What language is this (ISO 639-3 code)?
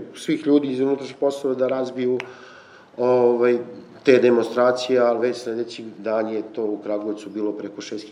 srp